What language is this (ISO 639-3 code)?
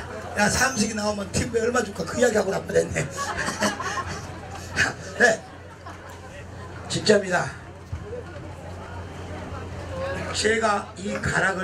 kor